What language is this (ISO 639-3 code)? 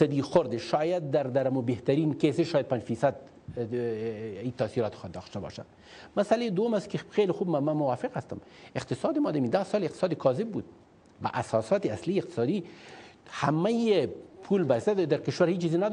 fas